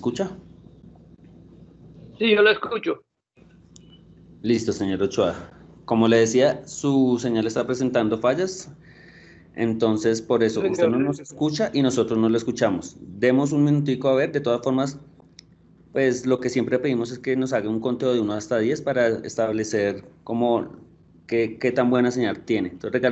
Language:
Spanish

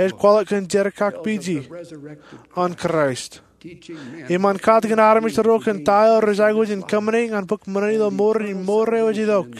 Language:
Marshallese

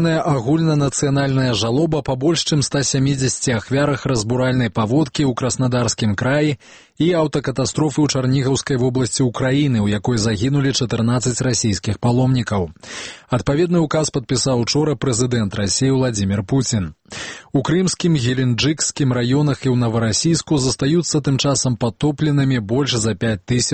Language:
Belarusian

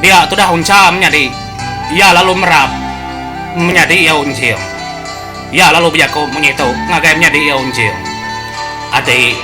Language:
Iban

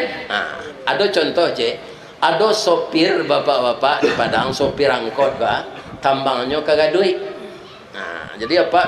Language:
Minangkabau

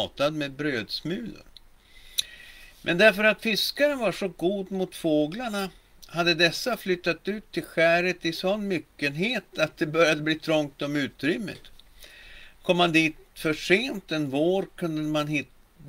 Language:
Swedish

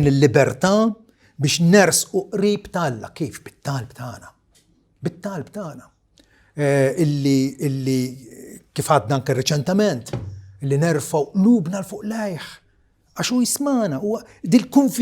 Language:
Maltese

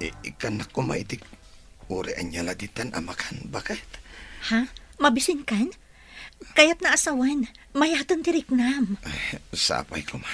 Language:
Iloko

